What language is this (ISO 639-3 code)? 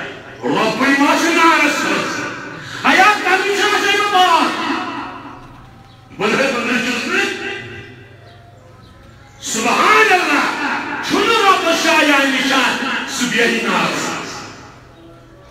kas